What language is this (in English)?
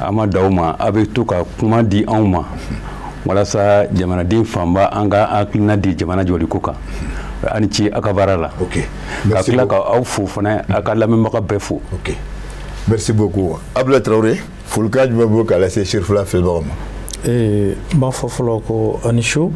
Bambara